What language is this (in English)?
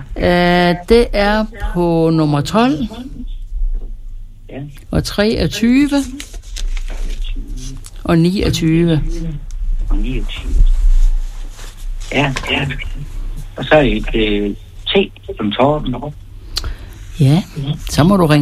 Danish